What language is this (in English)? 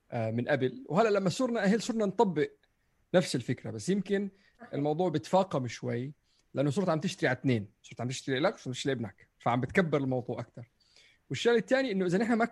North Levantine Arabic